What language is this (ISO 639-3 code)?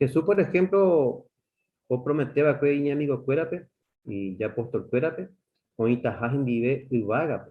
grn